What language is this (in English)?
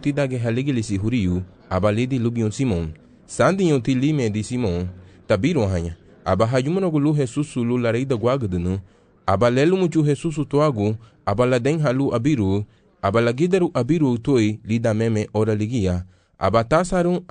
Garifuna